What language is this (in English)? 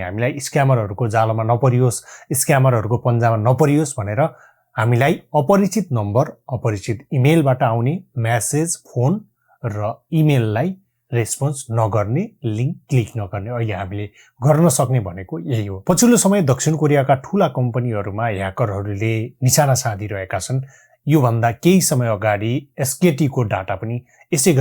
Nepali